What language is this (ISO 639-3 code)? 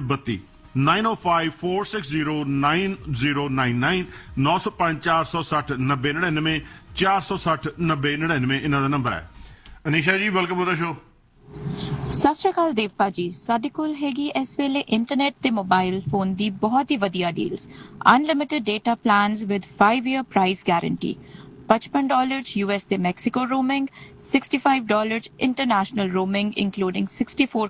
pan